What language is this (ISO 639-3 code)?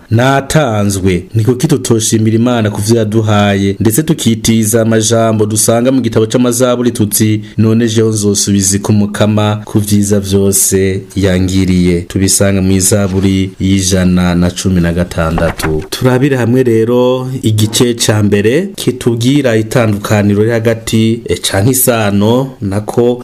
run